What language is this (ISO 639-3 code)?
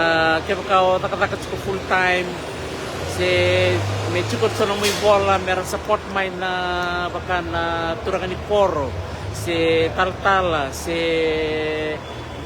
fij